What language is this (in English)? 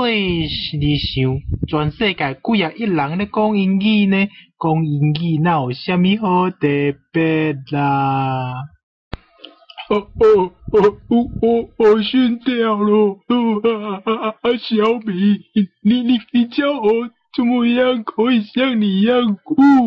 Min Nan Chinese